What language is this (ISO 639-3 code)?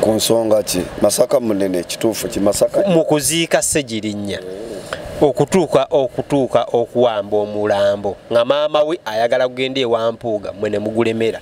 lug